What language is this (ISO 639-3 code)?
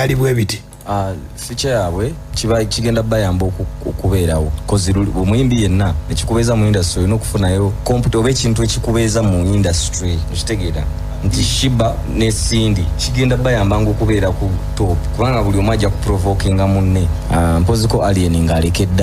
lug